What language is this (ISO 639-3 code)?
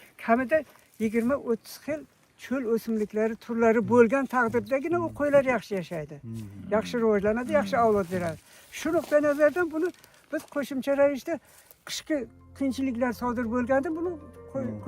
uzb